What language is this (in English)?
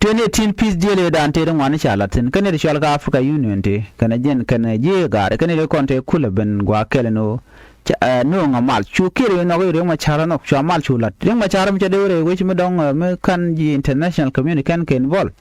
Nuer